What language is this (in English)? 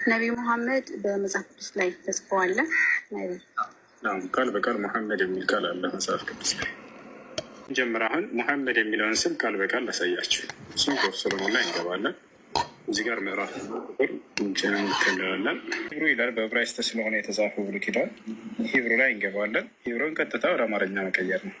Amharic